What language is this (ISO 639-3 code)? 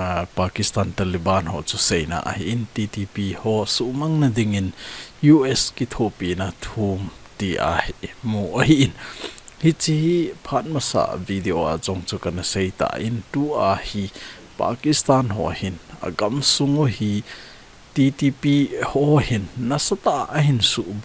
tcz